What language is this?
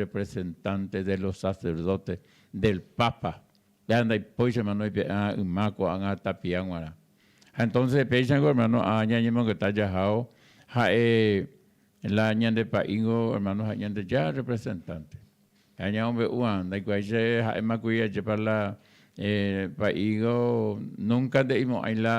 Guarani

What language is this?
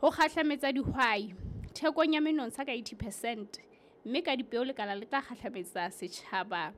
Southern Sotho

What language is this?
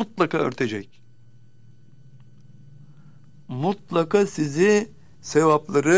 Turkish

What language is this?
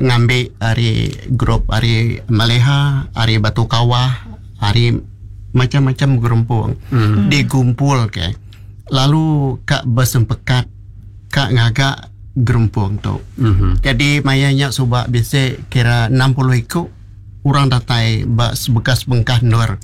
Iban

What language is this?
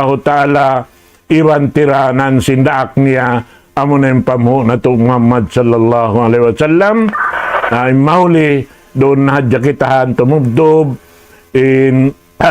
Tausug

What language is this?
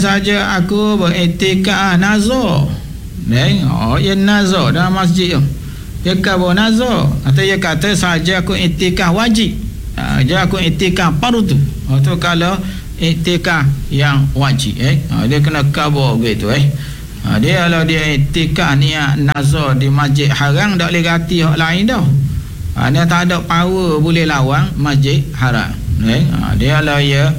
Malay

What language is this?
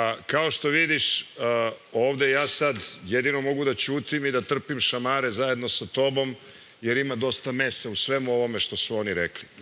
Serbian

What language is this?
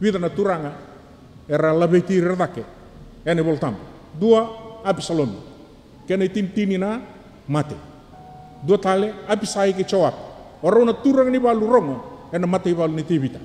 Fijian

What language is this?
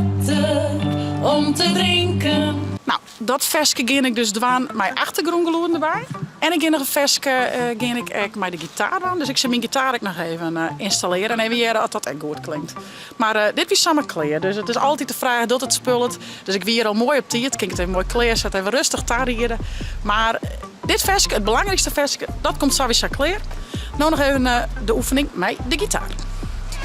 Western Frisian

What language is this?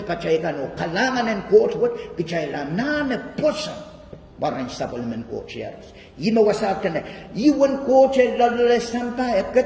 Pohnpeian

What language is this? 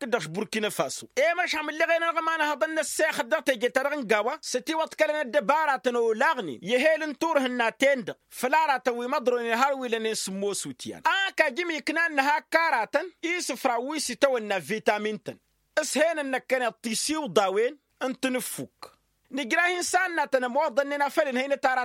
Tamasheq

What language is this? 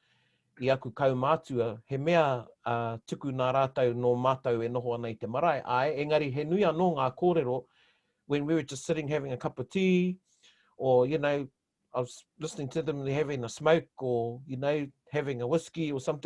Māori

